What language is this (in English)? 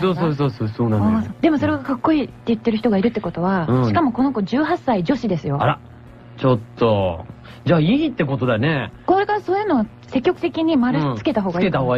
Japanese